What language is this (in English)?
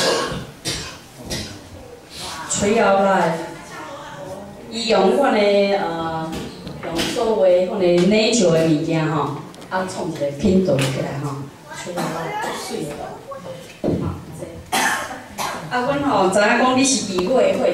Min Nan Chinese